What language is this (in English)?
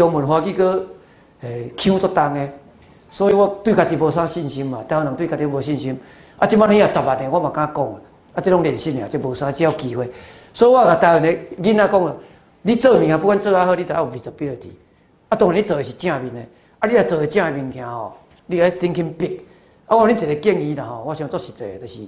Min Nan Chinese